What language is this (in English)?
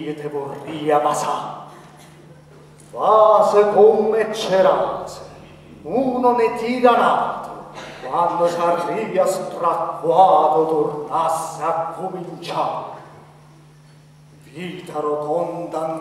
Italian